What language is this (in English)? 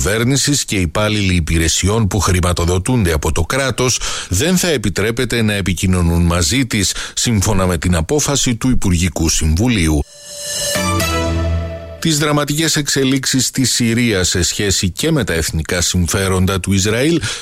Greek